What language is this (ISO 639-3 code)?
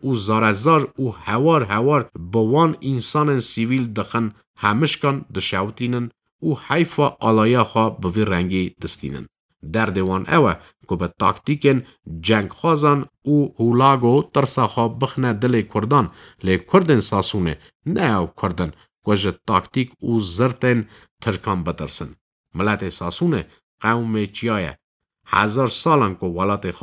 kur